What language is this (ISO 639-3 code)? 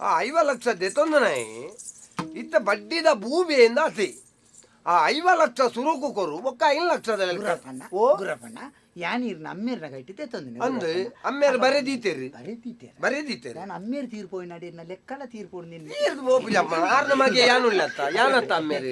tcy